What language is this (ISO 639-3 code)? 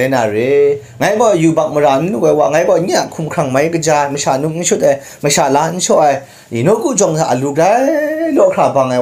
kac